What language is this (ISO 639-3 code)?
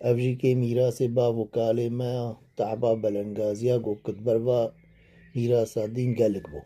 kur